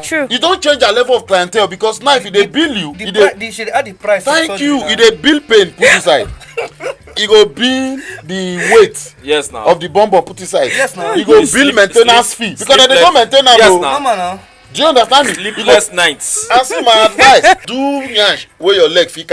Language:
Nigerian Pidgin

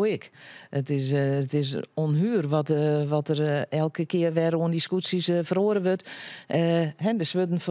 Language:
Western Frisian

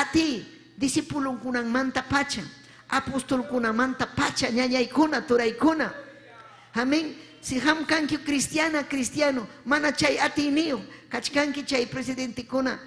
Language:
Ayacucho Quechua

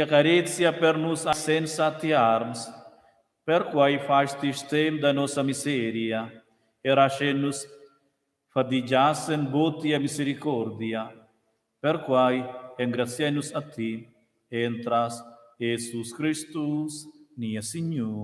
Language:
Romansh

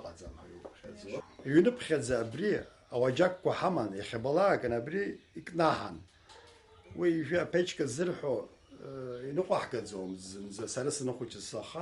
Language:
Abkhazian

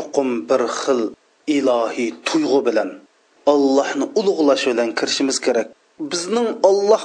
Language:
Uyghur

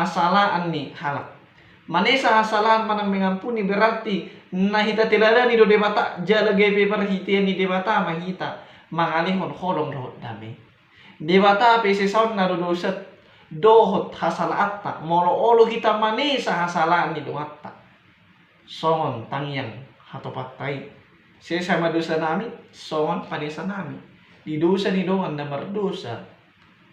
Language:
Batak Toba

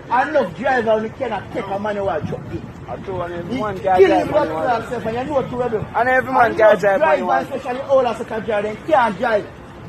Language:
Jamaican Creole English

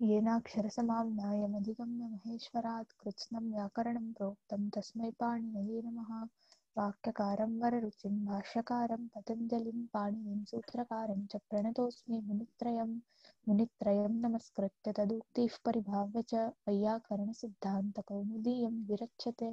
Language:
Sanskrit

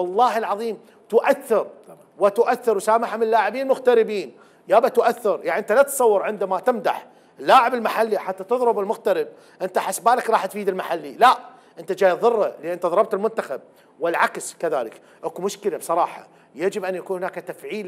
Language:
Mesopotamian Arabic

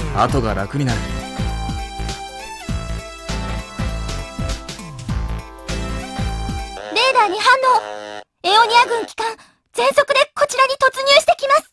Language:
Japanese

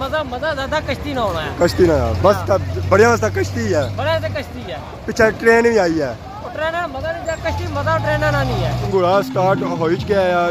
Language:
Pahari-Potwari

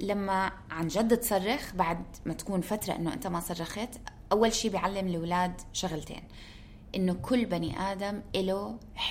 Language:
North Levantine Arabic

